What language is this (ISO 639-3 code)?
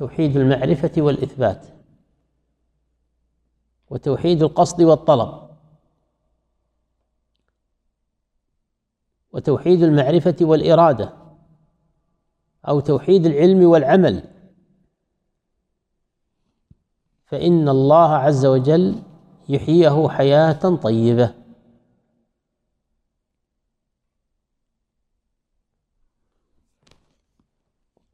ara